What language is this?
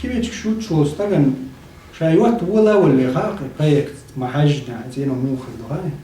Chechen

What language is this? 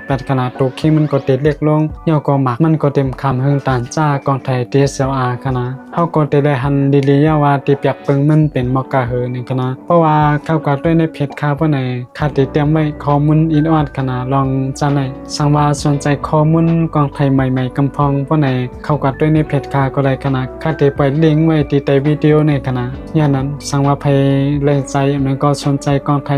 Shan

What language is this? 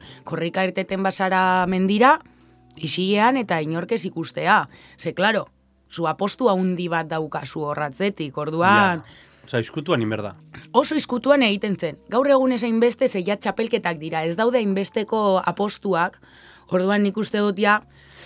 Basque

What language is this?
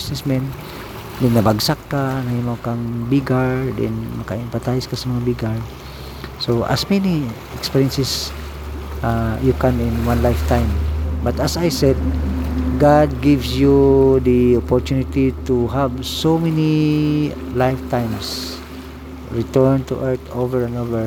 Cebuano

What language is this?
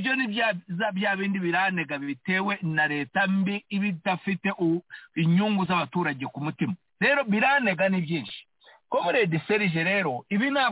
Kinyarwanda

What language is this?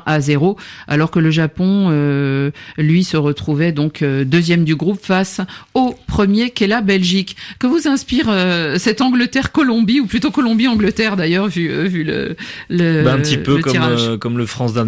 French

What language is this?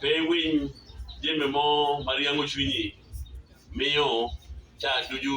Acoli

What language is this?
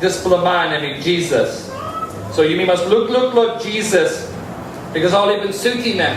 Tok Pisin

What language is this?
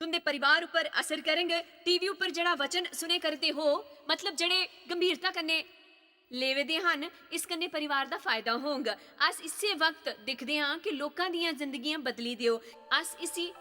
Dogri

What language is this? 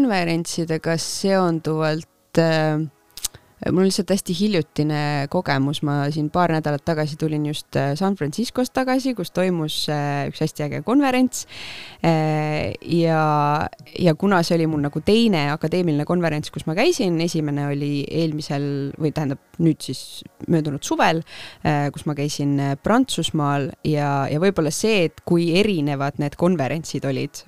Estonian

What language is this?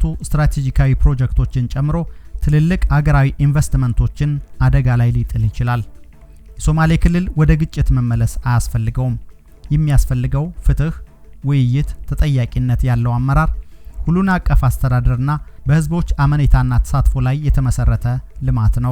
Amharic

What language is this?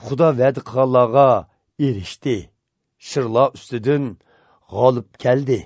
Uyghur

